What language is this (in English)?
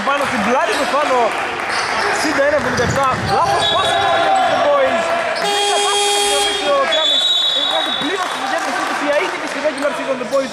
Greek